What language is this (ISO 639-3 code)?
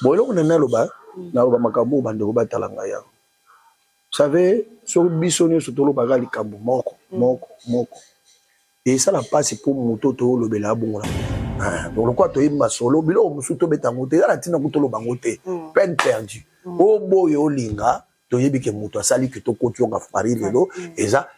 lin